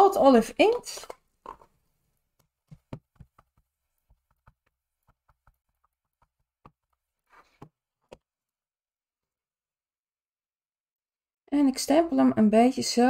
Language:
Dutch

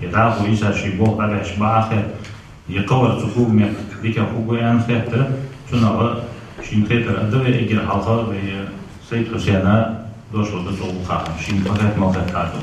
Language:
Ingush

